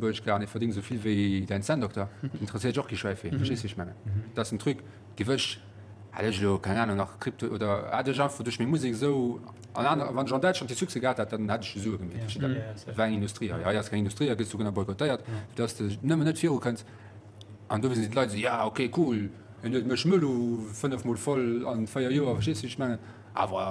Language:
Luxembourgish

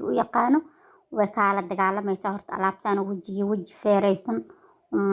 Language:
Somali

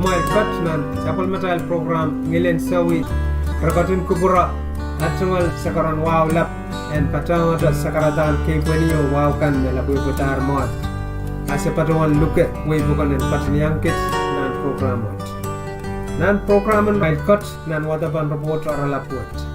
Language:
Pohnpeian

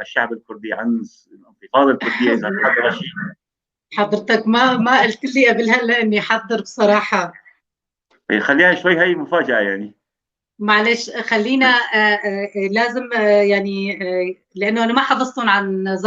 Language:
North Levantine Arabic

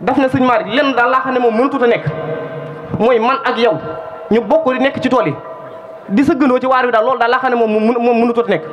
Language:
Wolof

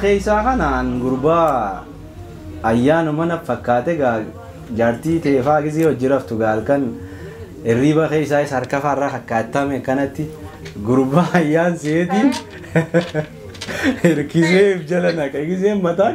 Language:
Oromo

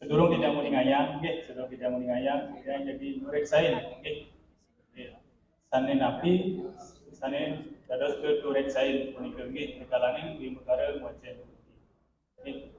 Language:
Balinese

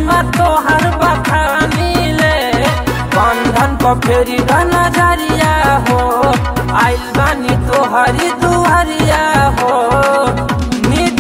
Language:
Bhojpuri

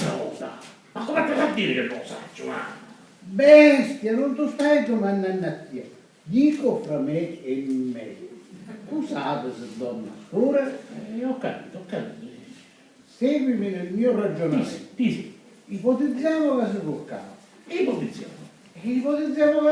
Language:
Sicilian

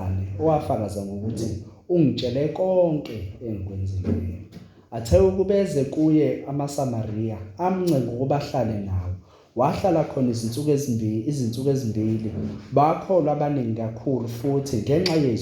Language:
Zulu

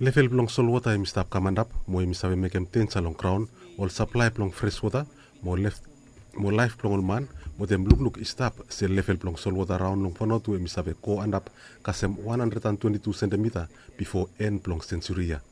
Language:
Bislama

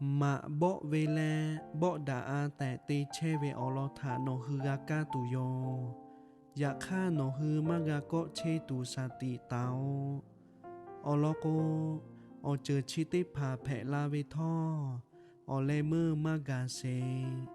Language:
Lahu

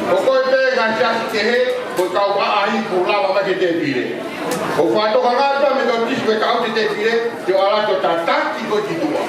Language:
Tongan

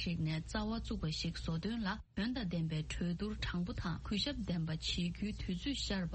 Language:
Tibetan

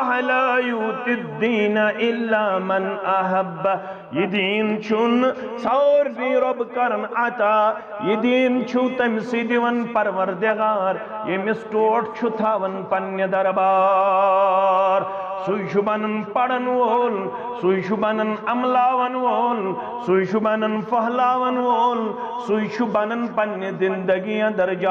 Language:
Kashmiri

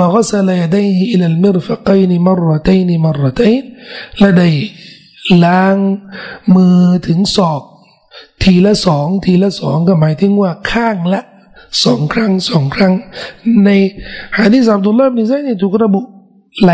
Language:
Thai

